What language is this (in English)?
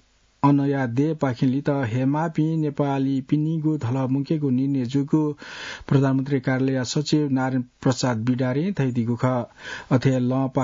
Newari